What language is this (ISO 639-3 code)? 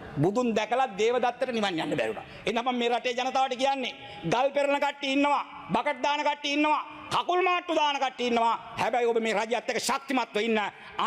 sin